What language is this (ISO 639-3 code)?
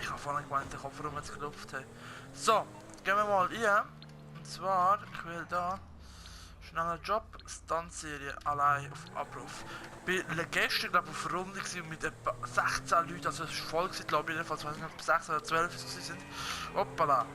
gsw